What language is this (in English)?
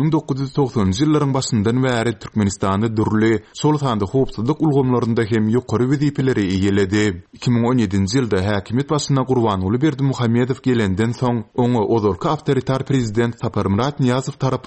Turkmen